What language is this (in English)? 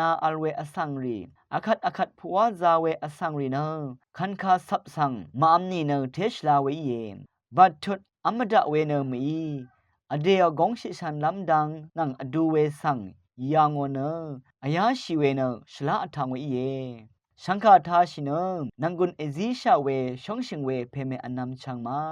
Rawang